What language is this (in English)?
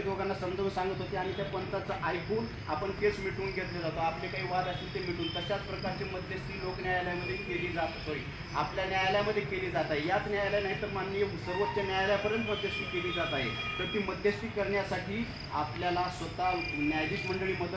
Marathi